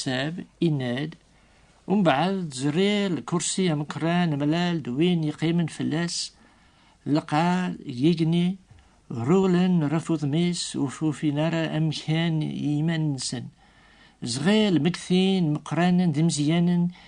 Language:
Kabyle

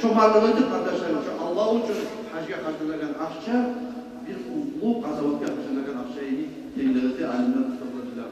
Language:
Kumyk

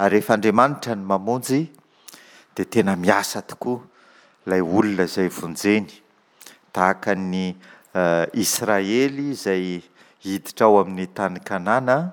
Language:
Malagasy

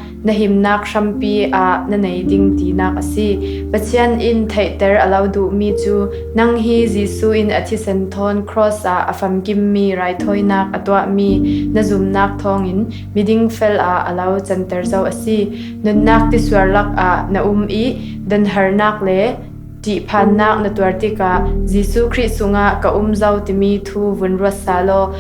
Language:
Falam Chin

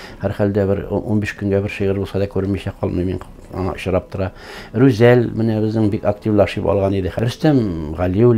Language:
Tatar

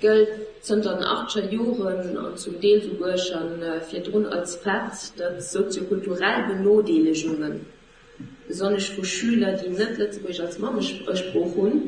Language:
Luxembourgish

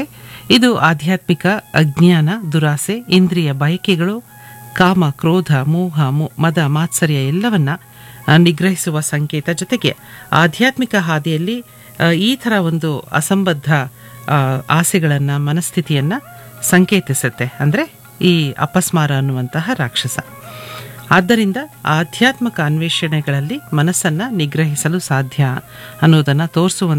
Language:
Kannada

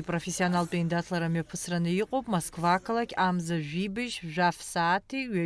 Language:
Abkhazian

